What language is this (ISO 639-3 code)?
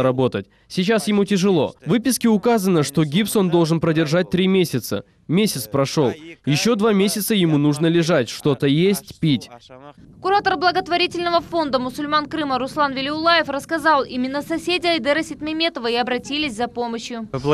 rus